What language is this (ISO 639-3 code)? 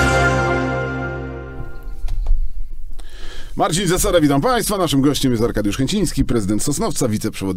pol